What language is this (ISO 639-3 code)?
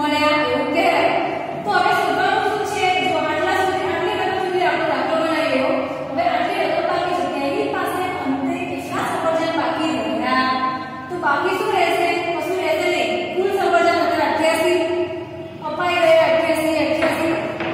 guj